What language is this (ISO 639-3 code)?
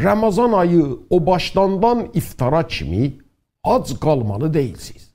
azb